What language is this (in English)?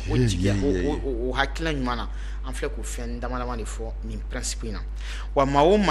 Bambara